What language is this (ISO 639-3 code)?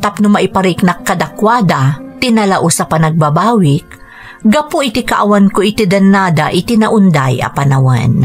ilo